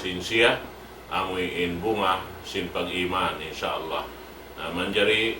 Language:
Tausug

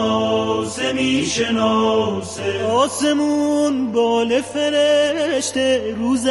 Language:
Persian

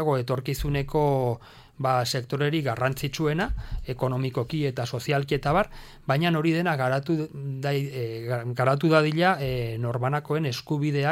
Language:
Basque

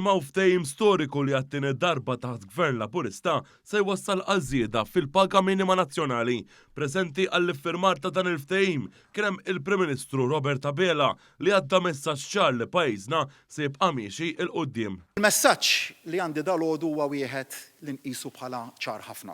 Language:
Maltese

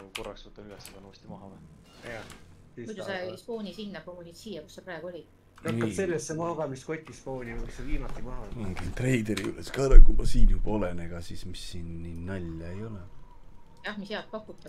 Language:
Estonian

